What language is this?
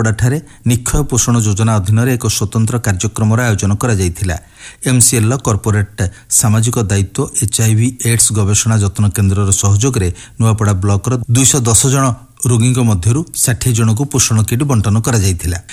Odia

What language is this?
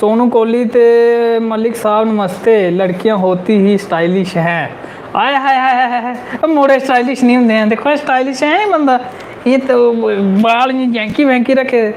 Dogri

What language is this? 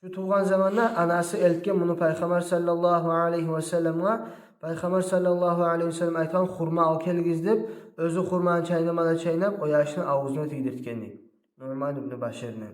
Kumyk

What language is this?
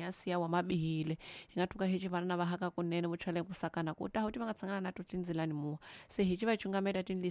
Tsonga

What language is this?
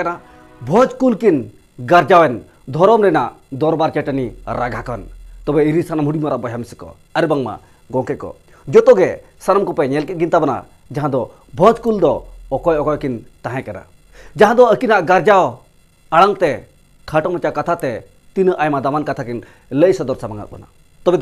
Santali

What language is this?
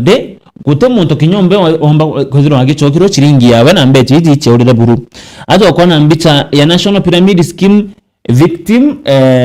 Meru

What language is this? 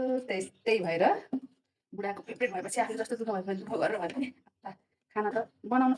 Nepali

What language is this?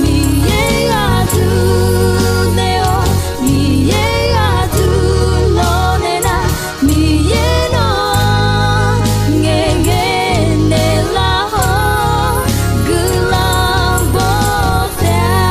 Akha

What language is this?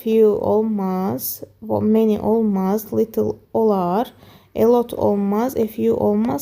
Azerbaijani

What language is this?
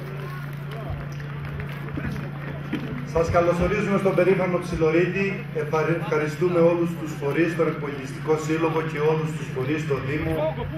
Greek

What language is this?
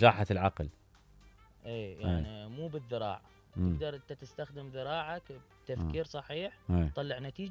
Mesopotamian Arabic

